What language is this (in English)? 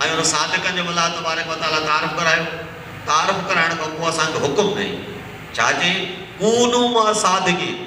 Sindhi